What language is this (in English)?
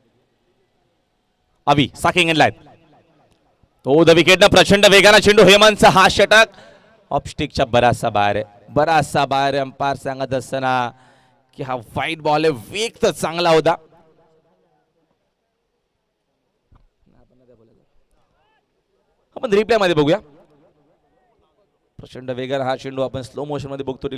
Marathi